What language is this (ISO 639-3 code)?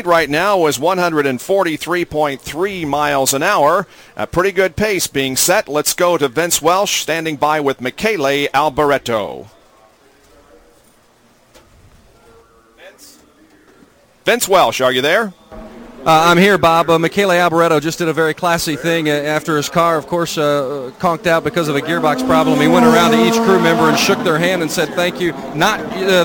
eng